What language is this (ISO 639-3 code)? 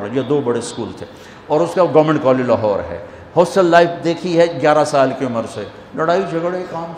urd